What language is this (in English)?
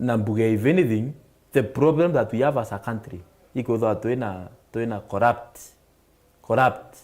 Meru